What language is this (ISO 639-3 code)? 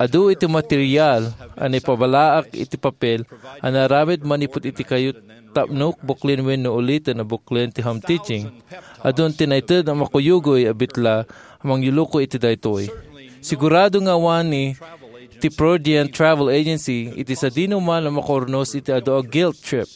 ilo